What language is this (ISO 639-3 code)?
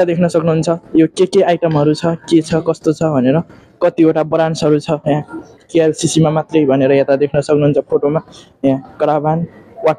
nep